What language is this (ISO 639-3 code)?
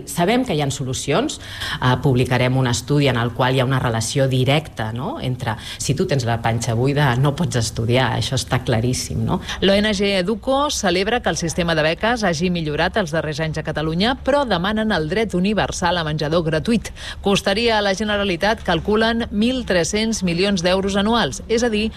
cat